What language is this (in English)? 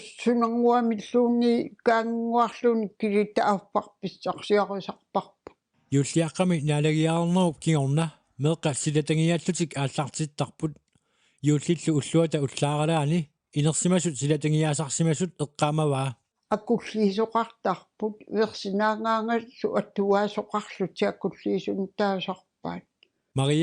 Kalaallisut